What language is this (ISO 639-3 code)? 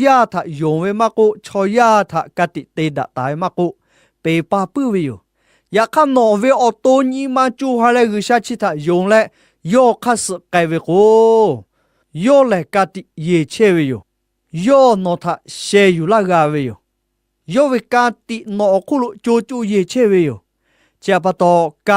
lhu